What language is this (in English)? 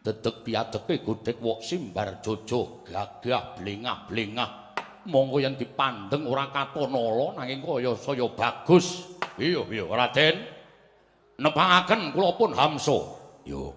Javanese